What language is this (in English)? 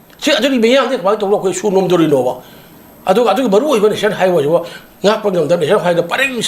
Manipuri